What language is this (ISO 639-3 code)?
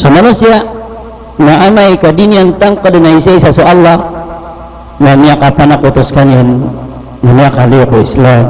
mrw